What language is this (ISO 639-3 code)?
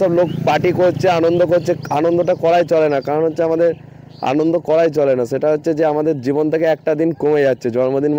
ben